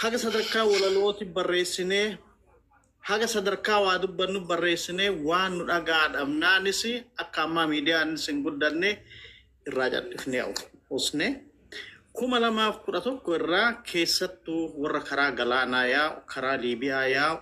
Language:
Oromo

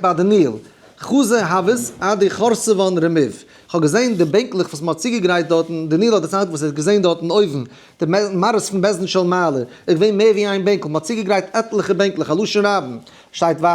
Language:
Yiddish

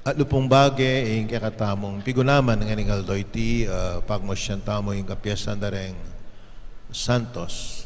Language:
Pampanga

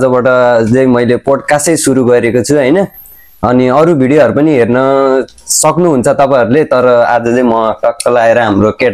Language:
Nepali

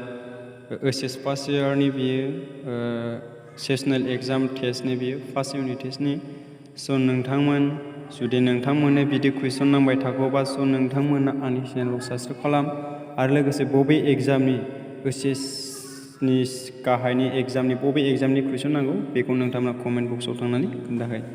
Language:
Bodo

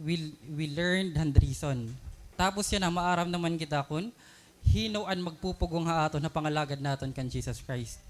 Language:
Waray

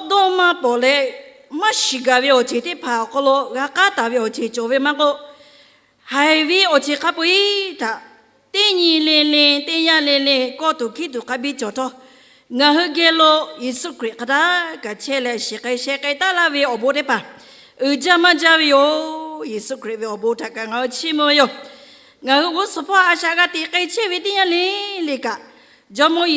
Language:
Lahu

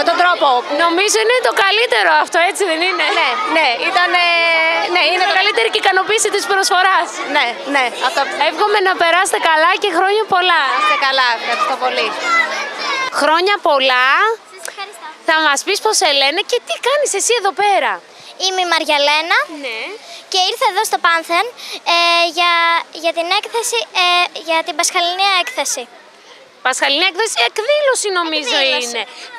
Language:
Greek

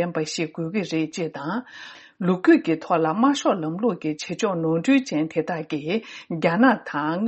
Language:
Tibetan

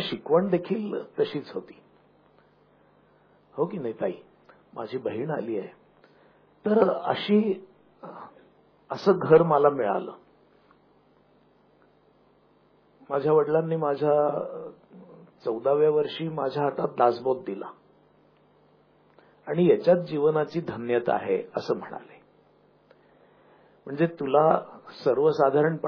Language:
Marathi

